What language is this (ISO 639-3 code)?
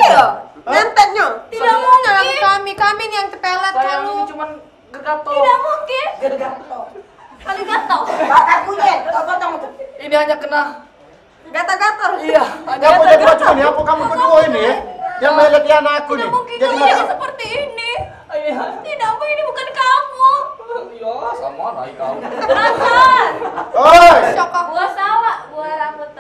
mui